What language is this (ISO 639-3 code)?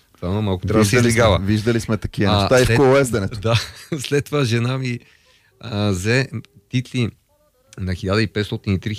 bul